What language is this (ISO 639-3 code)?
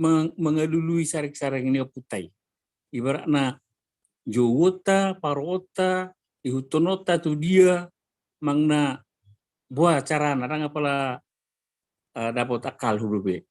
bbc